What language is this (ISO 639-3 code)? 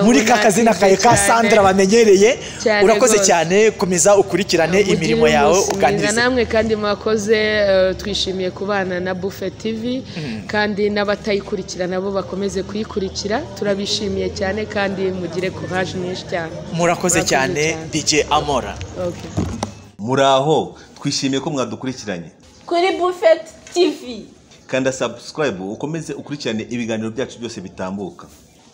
kin